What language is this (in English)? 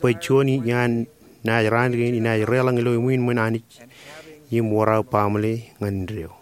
Marshallese